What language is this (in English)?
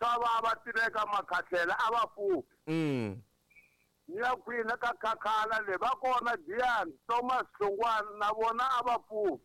Tsonga